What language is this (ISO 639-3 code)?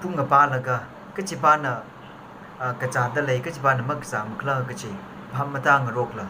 nmf